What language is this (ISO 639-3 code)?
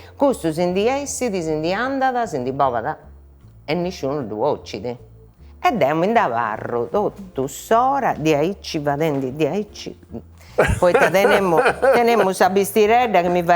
srd